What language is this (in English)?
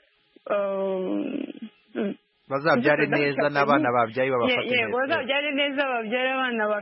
Kinyarwanda